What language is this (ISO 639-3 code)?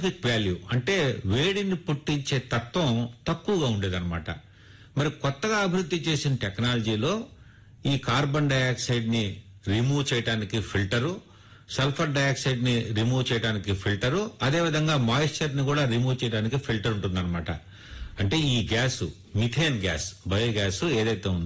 tel